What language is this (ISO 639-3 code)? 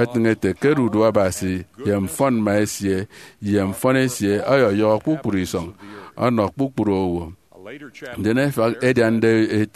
efi